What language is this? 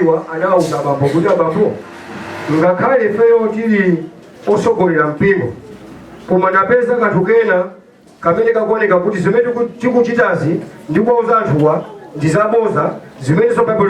Nyanja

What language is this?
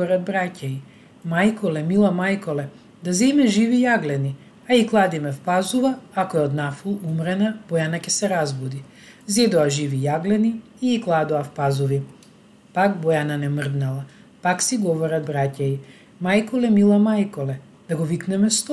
Macedonian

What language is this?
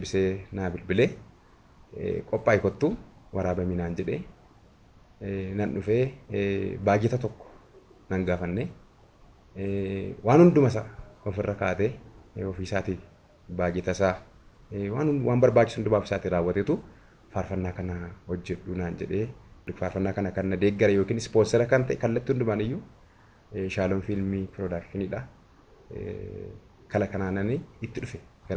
Oromo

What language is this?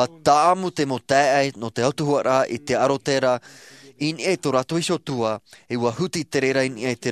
Tahitian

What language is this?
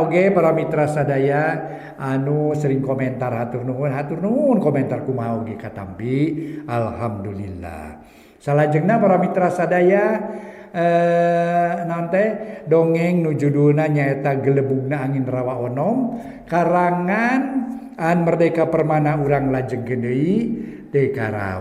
Sundanese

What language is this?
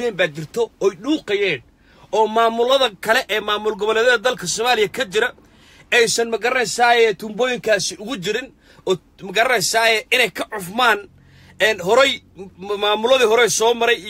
Somali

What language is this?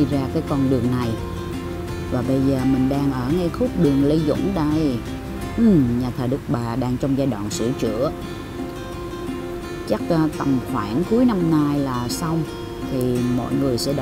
Vietnamese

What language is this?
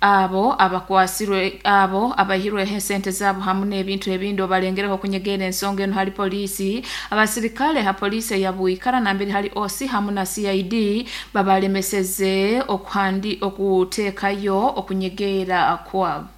Nyoro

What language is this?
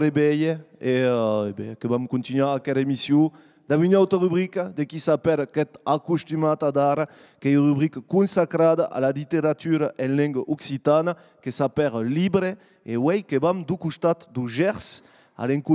Occitan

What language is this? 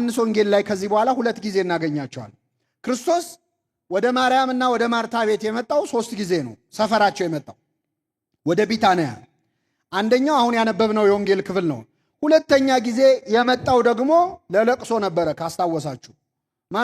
Amharic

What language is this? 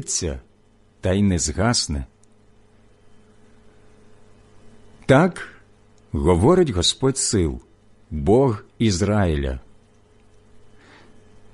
Ukrainian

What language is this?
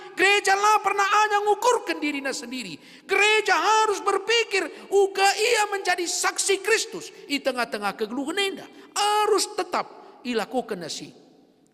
Batak Karo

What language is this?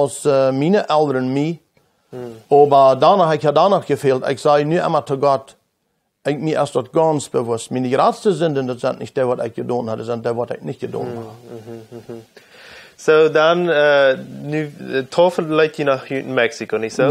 Plautdietsch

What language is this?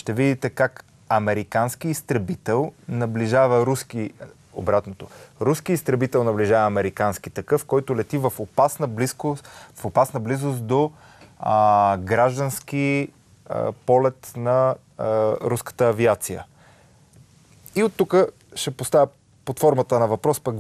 Bulgarian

